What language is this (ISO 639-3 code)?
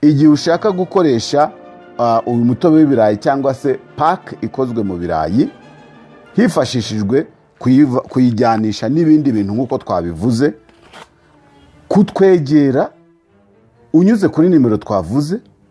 kin